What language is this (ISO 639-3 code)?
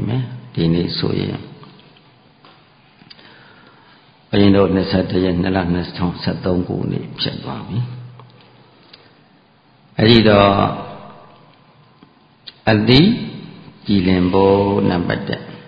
mya